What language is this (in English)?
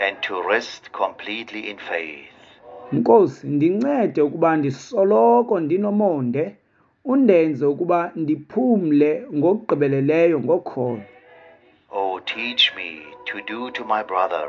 Xhosa